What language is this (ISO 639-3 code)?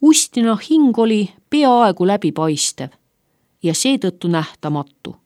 est